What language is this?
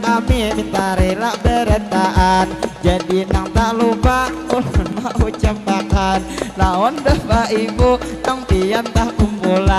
Banjar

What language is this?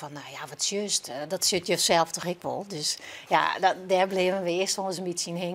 Western Frisian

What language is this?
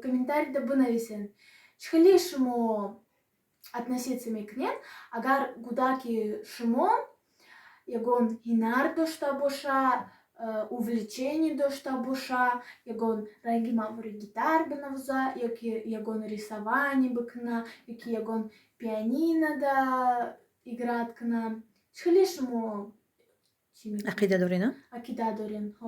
Tajik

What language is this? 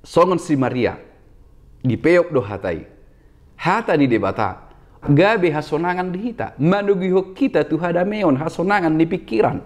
Batak Toba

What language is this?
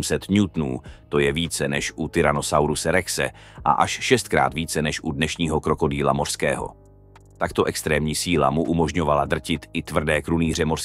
Czech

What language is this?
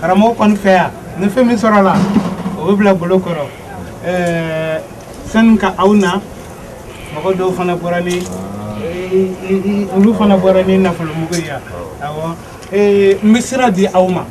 Bambara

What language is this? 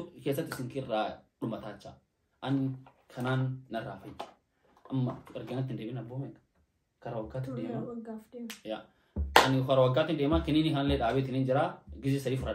Oromo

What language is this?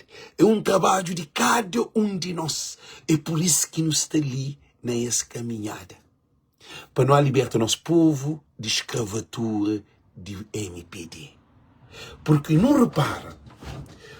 Kabuverdianu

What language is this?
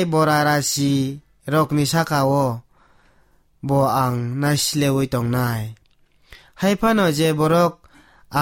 Kok Borok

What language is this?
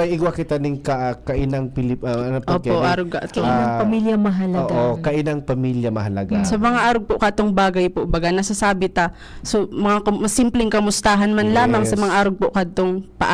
Bikol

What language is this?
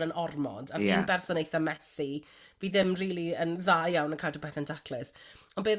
Welsh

